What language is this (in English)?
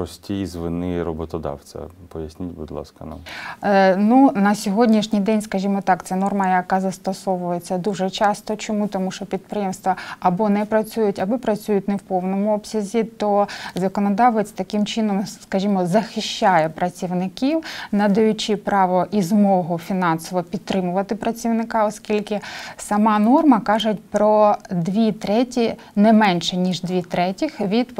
Ukrainian